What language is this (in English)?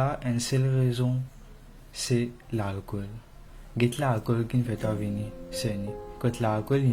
Morisyen